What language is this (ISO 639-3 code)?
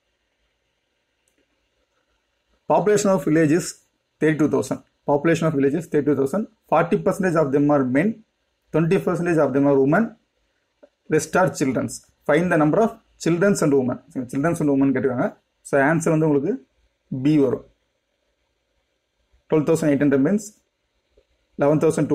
tam